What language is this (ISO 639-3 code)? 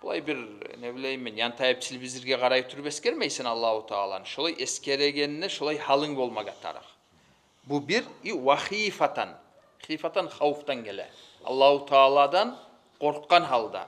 kum